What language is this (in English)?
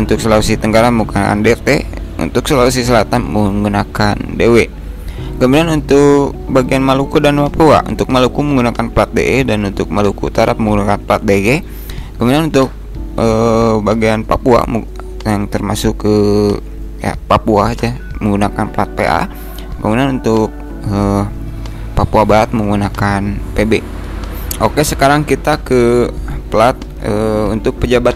Indonesian